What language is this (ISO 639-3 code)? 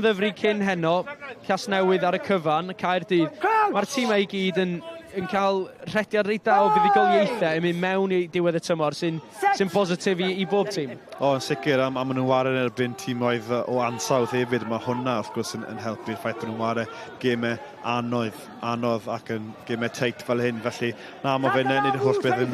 cym